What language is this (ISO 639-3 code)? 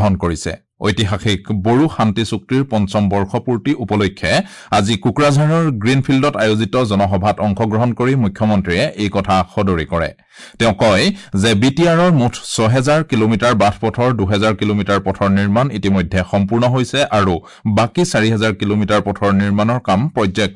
asm